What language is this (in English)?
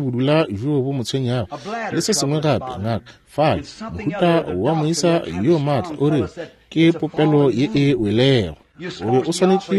Northern Sotho